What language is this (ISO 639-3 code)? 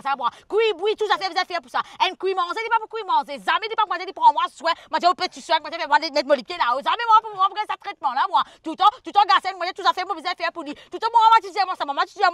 mfe